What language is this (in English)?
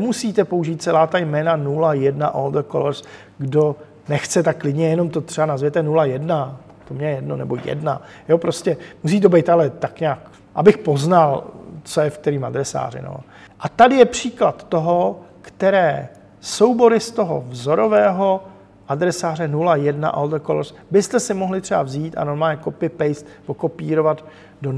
Czech